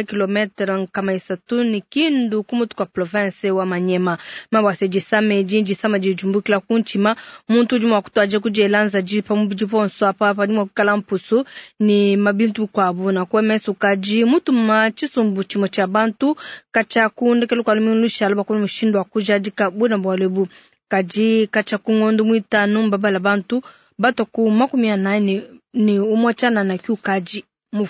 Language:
Luba-Lulua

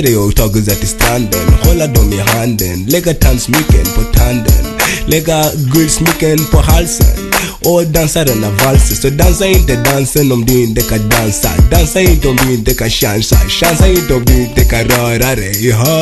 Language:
Swedish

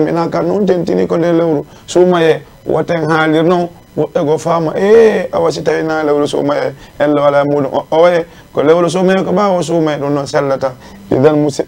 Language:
Fula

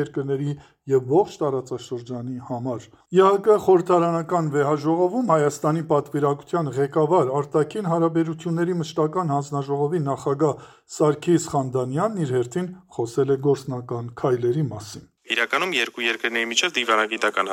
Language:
Armenian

